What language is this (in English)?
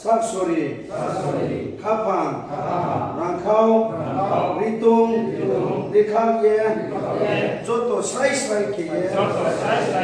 Riang (India)